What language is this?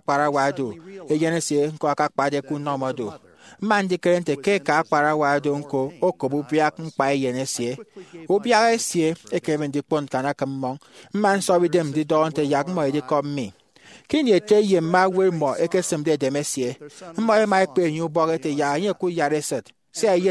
Efik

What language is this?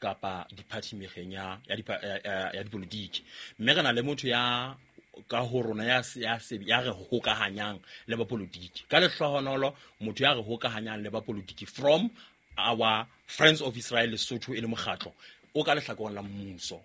Southern Sotho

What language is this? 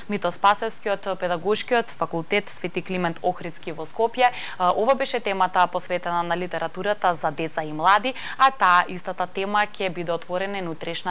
Macedonian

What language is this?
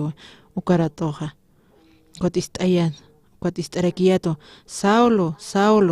Aymara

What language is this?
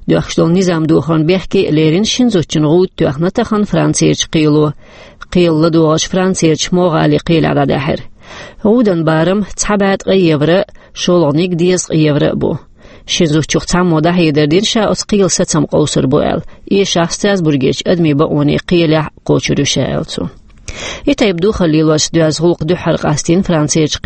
Chechen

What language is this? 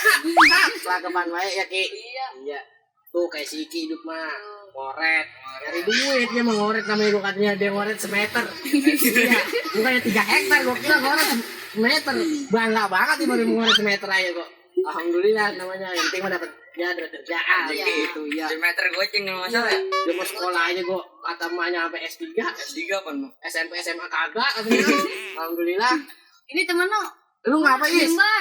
Betawi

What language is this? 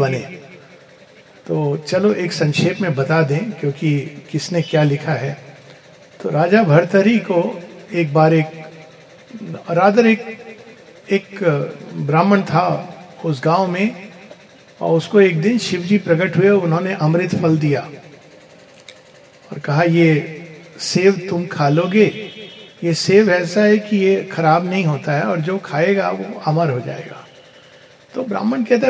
Hindi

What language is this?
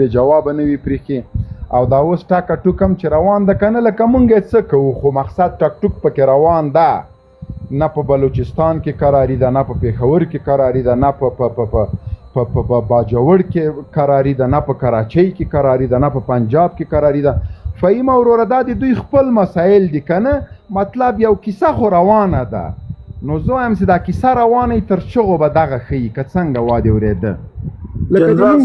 Pashto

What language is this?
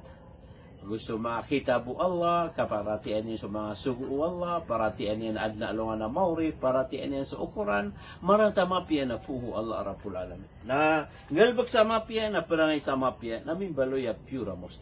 Maranao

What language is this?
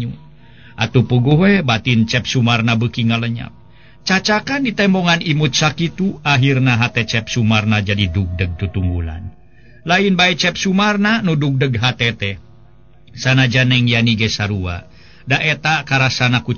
Sundanese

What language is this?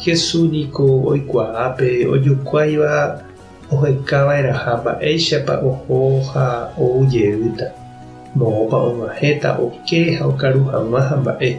Guarani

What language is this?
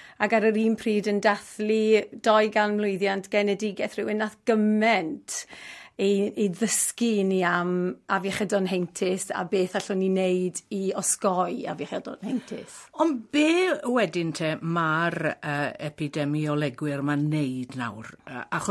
Welsh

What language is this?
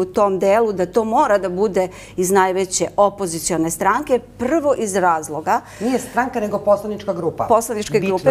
Serbian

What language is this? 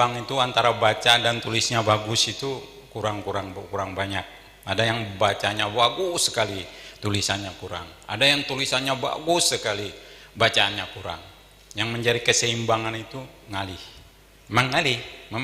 Banjar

